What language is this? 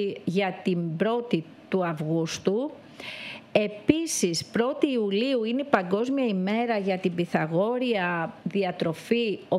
Greek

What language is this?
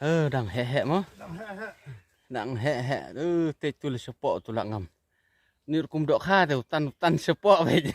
Khasi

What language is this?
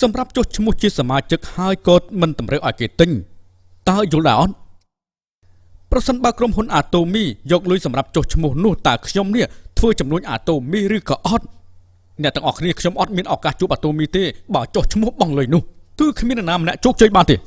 Khmer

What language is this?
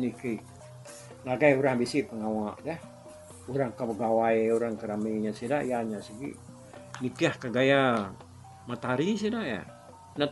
Iban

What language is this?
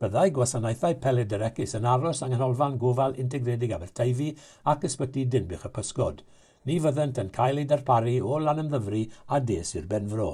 Welsh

